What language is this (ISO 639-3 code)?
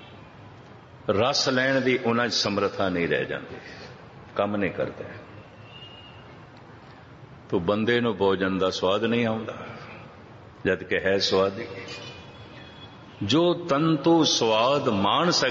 pan